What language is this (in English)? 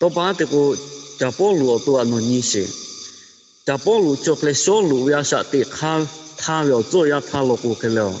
Lahu